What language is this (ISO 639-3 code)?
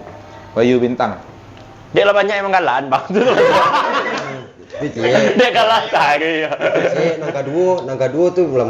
min